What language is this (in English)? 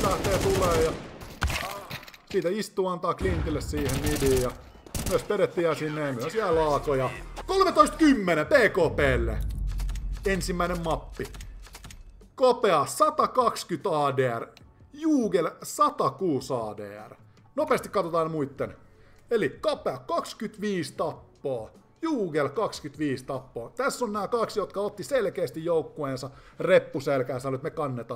Finnish